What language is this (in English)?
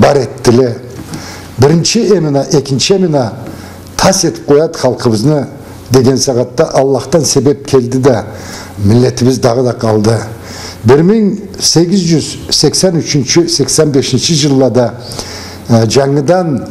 Karachay-Balkar